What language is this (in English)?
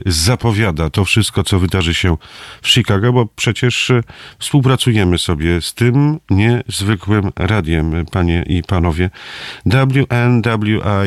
Polish